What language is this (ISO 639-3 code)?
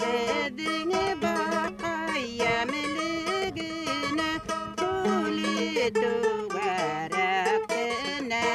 bak